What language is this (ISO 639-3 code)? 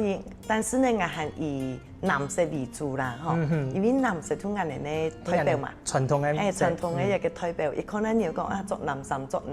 hak